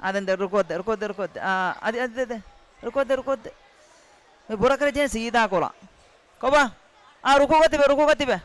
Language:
Divehi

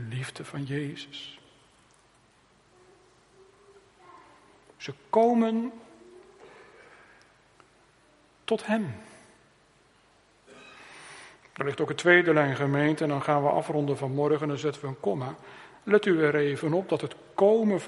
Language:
Dutch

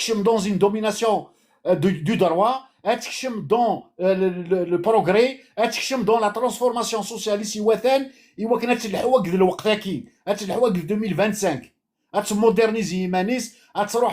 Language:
Kabyle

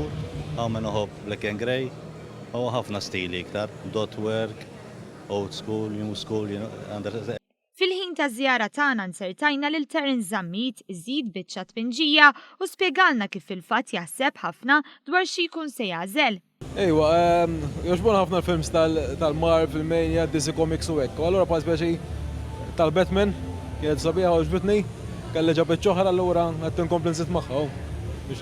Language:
Maltese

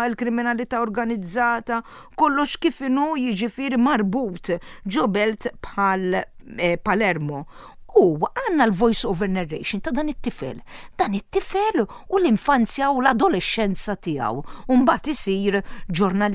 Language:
Maltese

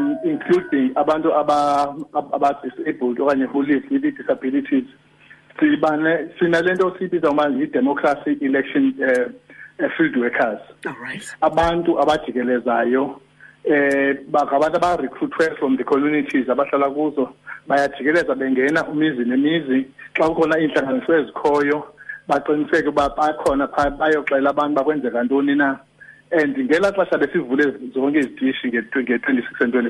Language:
Xhosa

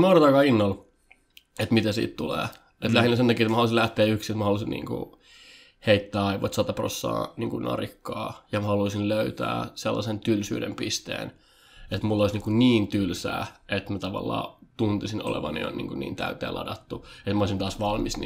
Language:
Finnish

